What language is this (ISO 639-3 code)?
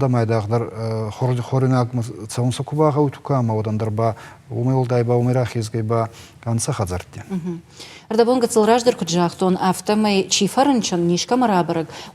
oss